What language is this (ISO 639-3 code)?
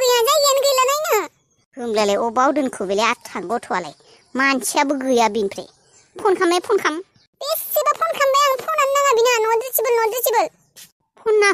brx